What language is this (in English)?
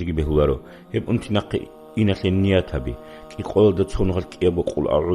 Avaric